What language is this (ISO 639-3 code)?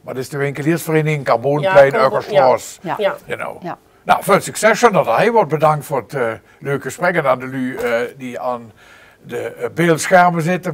lim